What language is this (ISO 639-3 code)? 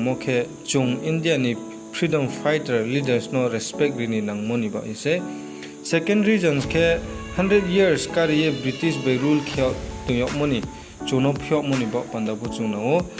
ria